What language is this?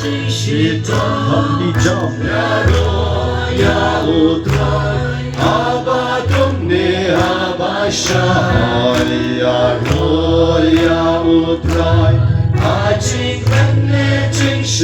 Khasi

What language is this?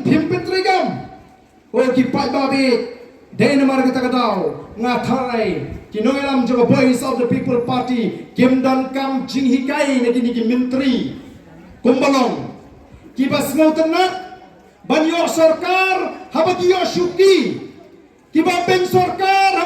Khasi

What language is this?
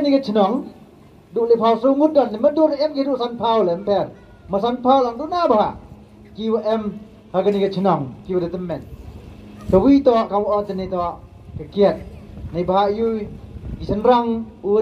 Pnar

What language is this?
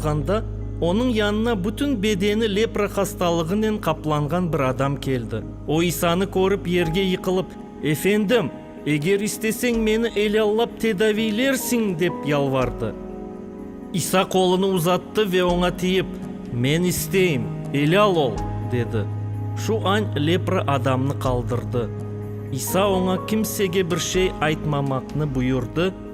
Crimean Tatar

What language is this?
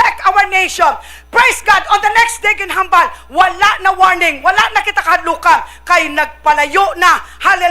Hiligaynon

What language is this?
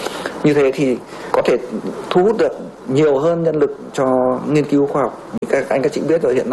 Vietnamese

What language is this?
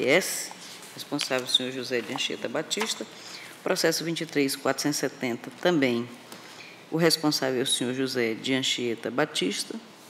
Portuguese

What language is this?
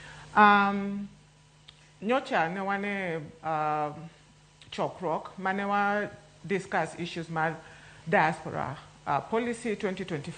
Luo (Kenya and Tanzania)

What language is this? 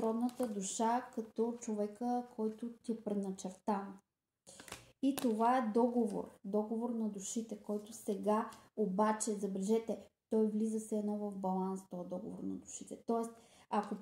Bulgarian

